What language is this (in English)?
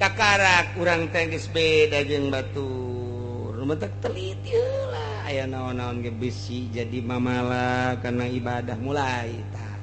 Sundanese